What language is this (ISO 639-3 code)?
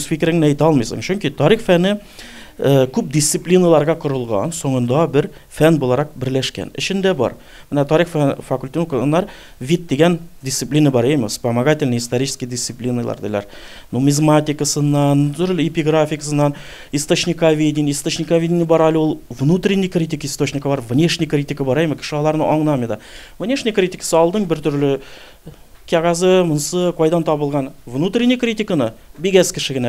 tat